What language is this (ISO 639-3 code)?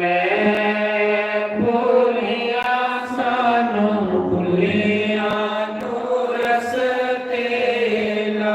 doi